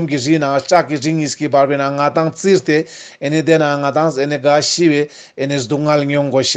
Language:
Ladakhi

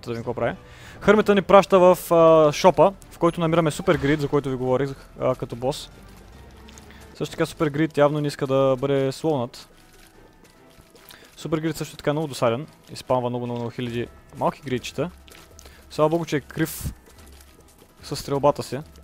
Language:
Bulgarian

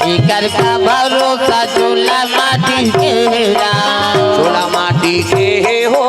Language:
Chhattisgarhi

